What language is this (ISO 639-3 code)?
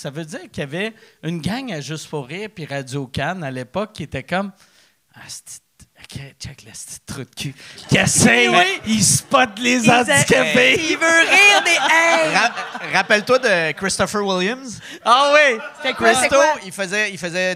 fra